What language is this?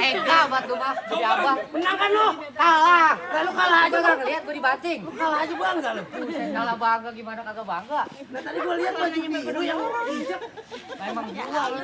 Betawi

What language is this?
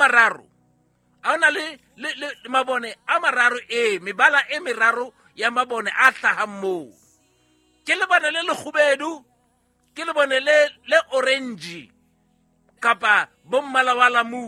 Southern Sotho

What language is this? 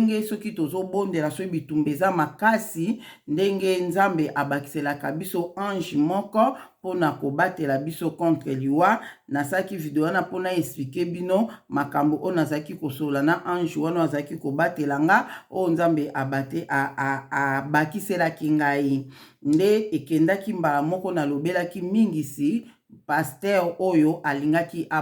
Lingala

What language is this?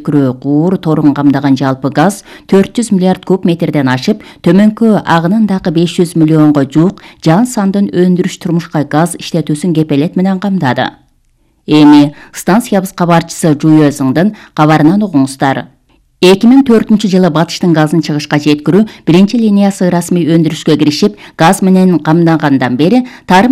Kyrgyz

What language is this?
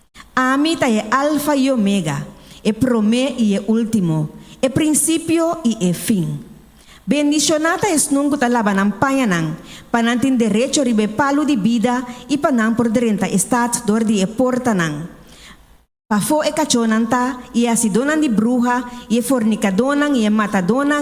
Papiamento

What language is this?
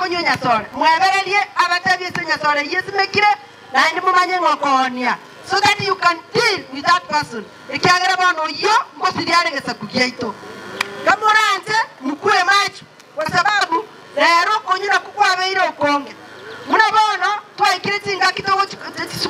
Gusii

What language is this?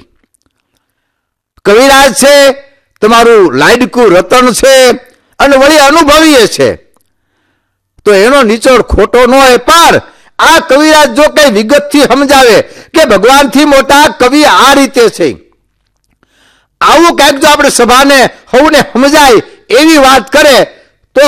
Gujarati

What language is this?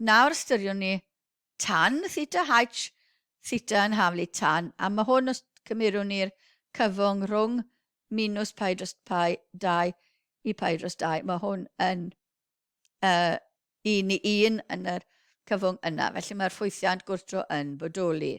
Welsh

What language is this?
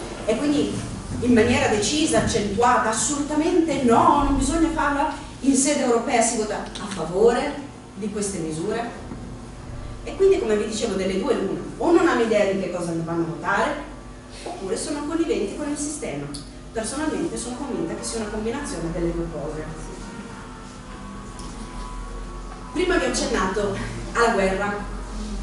Italian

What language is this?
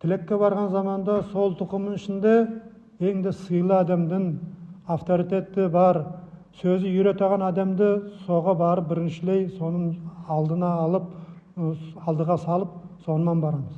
Nogai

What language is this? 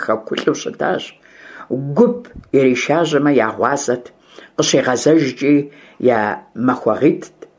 Kabardian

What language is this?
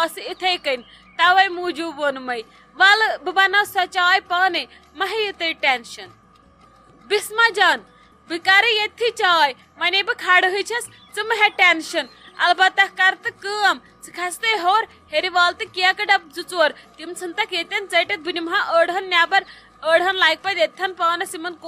Kashmiri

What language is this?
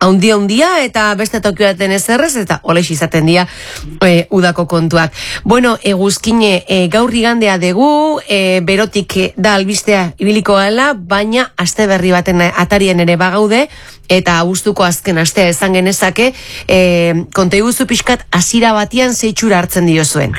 Basque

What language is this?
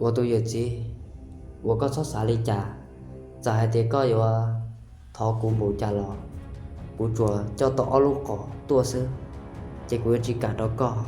Hmong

